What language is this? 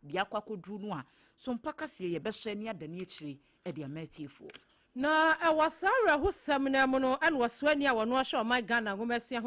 Akan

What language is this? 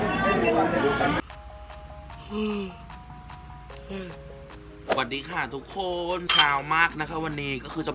Thai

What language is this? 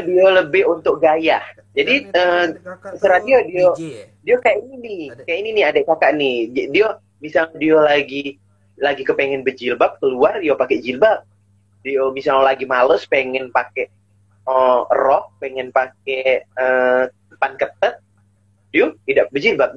Musi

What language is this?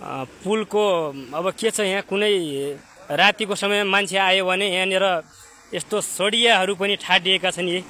Nepali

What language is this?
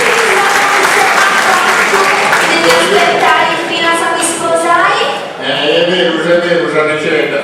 Sardinian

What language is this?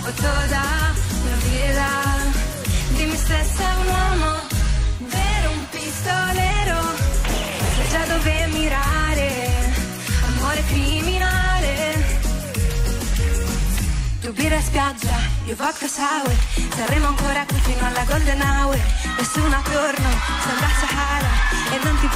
Italian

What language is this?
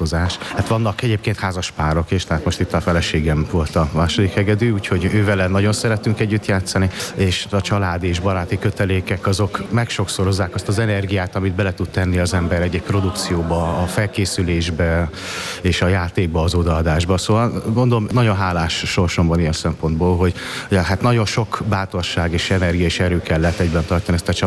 Hungarian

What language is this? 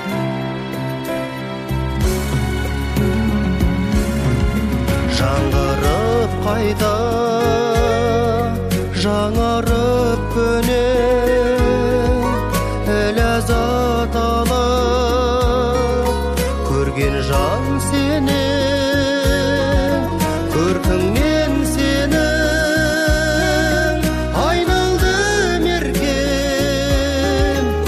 Kazakh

